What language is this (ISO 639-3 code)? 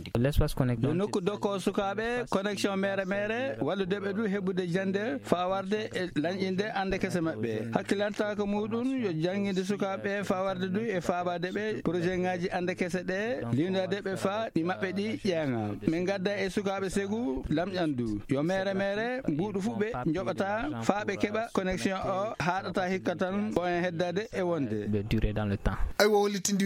ful